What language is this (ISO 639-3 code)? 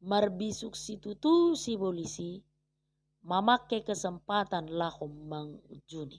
bbc